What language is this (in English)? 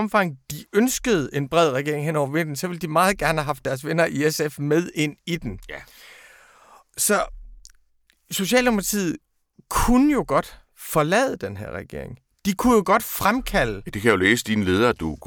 Danish